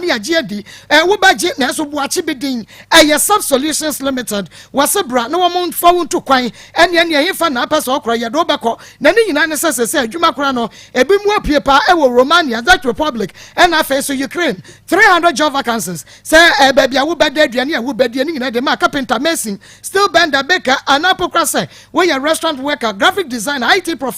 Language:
Akan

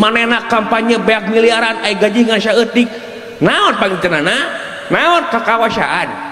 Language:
Sundanese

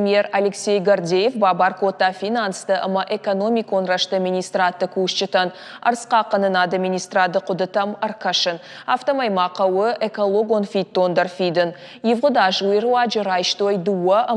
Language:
Ossetic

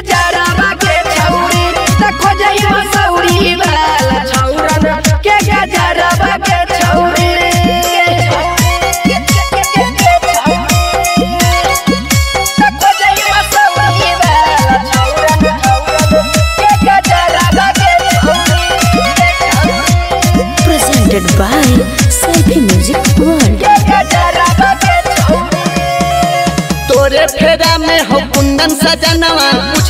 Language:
Bhojpuri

